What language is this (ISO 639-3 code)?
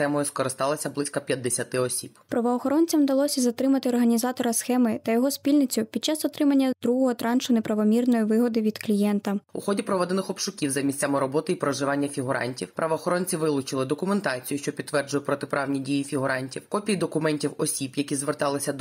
ukr